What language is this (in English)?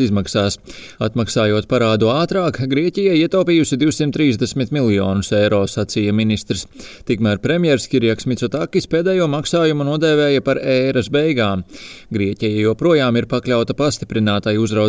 Latvian